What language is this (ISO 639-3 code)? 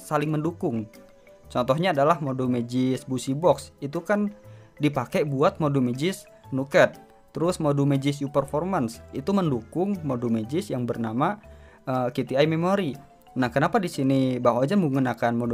ind